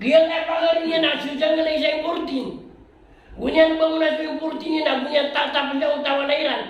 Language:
Maranao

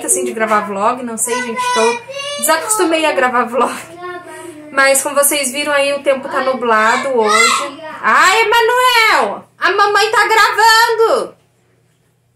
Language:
Portuguese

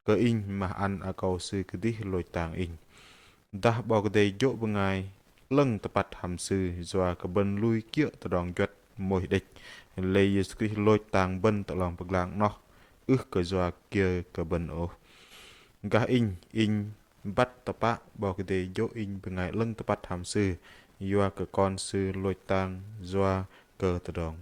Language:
Bahnar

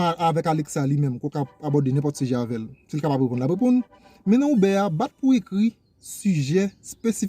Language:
Haitian Creole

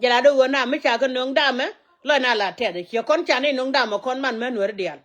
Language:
Nuer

